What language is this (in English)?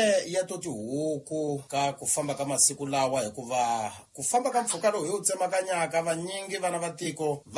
Tsonga